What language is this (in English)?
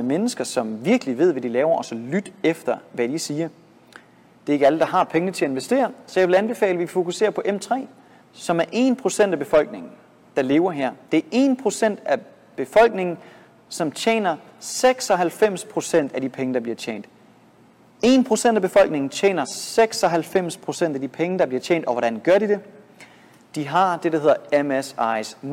Danish